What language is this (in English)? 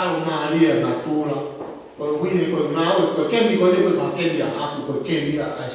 Tongan